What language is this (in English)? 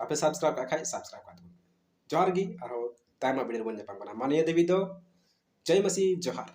Santali